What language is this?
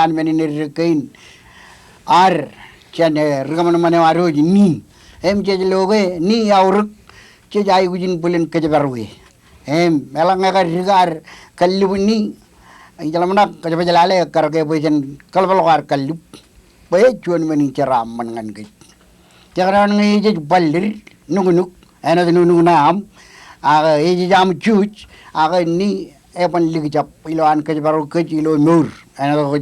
Marshallese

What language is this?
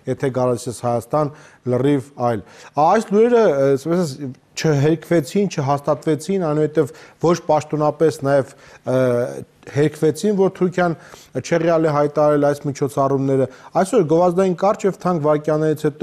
Armenian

